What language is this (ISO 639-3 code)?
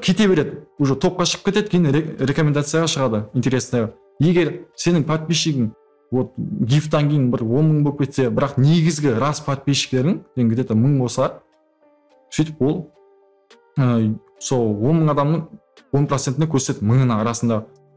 kaa